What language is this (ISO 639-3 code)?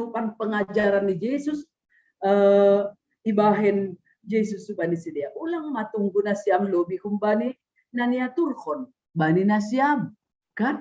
bts